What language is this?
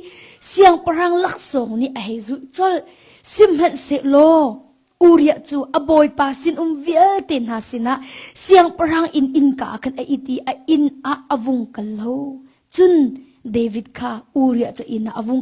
Hakha Chin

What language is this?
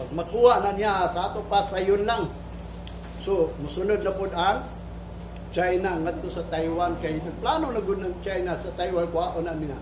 Cebuano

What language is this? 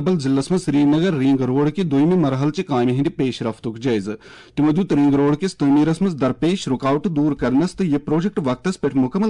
Kashmiri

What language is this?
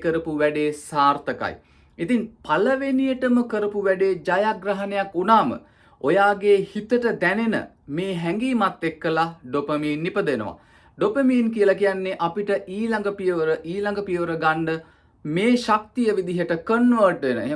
Sinhala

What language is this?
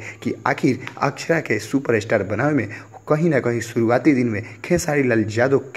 Bhojpuri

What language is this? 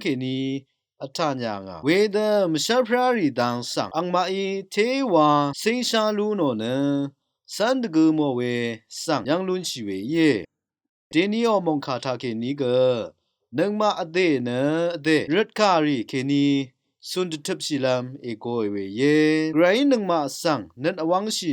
Rawang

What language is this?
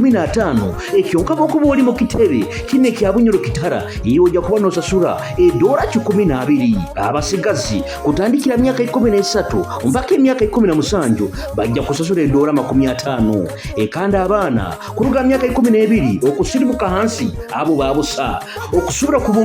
Nyoro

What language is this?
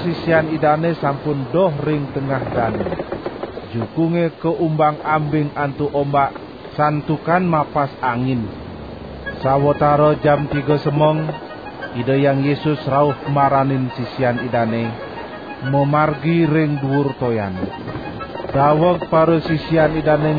Balinese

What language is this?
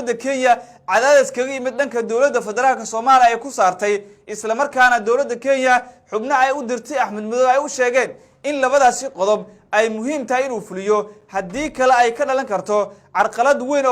Somali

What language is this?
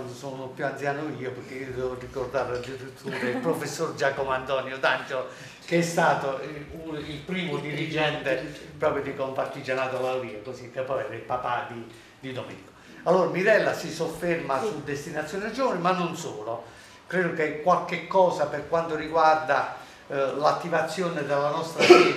Italian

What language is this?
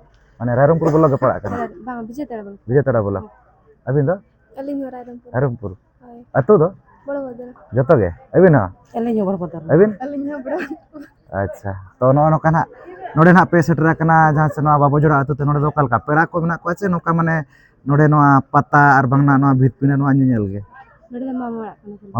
Santali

